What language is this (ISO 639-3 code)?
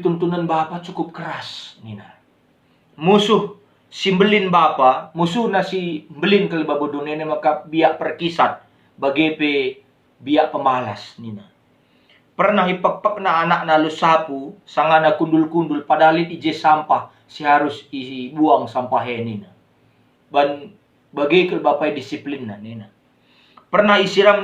btx